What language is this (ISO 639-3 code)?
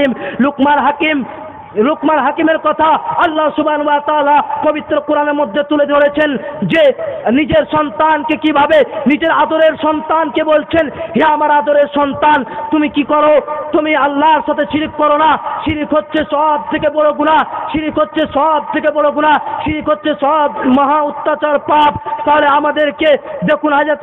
ben